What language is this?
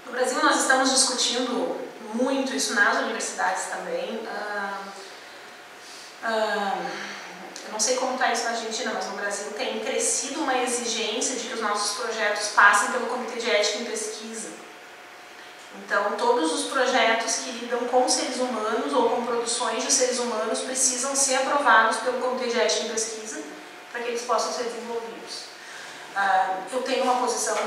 Portuguese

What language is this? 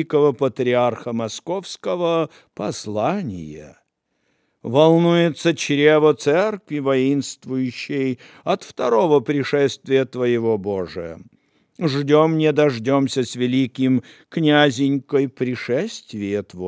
Belarusian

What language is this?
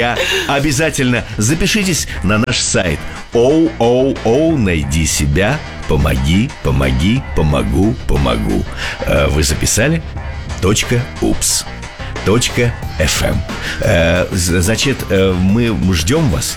Russian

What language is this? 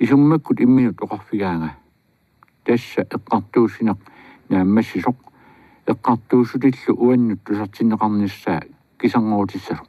Kalaallisut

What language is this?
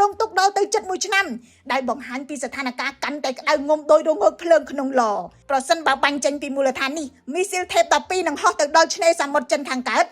Khmer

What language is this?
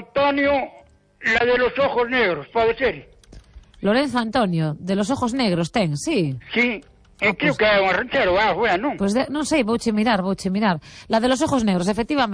Galician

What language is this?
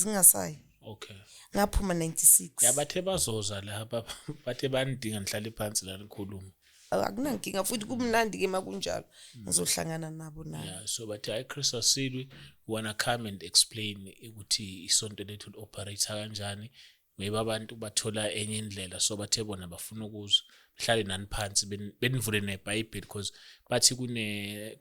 Zulu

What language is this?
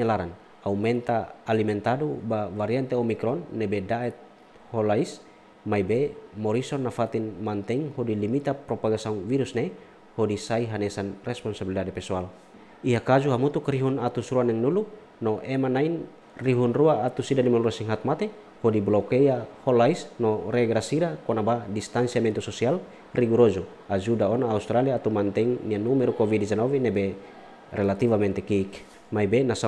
Tetum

